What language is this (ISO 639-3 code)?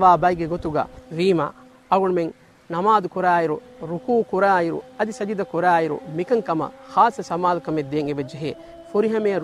div